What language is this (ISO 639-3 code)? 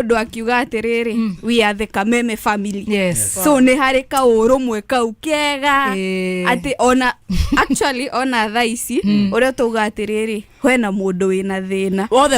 kik